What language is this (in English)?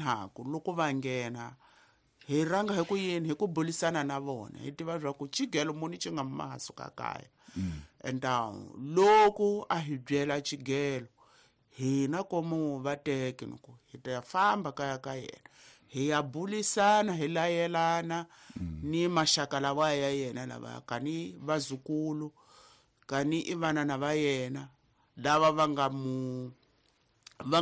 Tsonga